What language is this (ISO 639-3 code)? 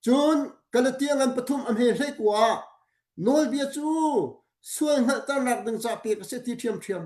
cnh